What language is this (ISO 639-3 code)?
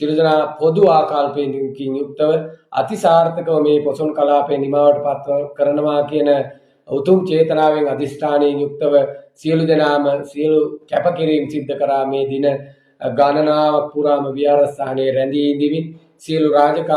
sin